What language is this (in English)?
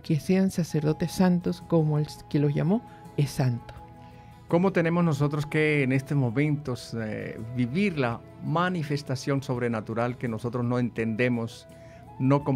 Spanish